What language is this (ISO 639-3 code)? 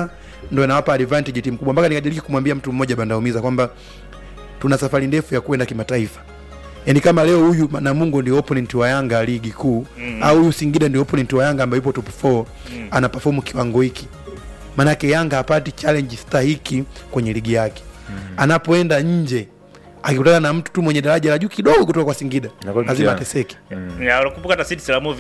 swa